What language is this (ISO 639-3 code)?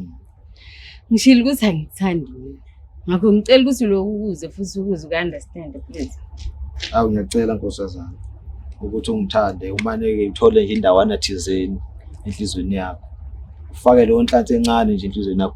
zul